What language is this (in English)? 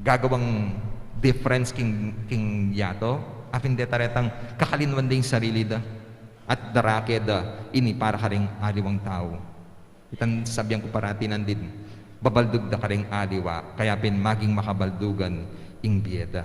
Pampanga